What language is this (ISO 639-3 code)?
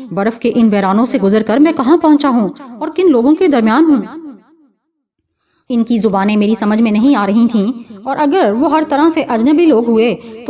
urd